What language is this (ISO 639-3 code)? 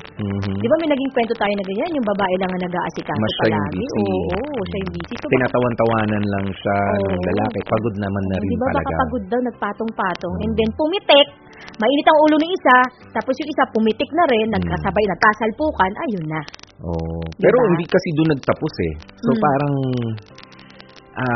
fil